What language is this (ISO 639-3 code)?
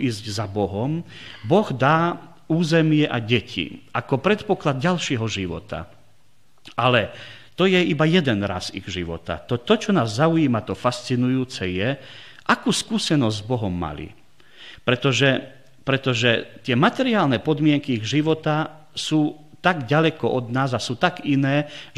slk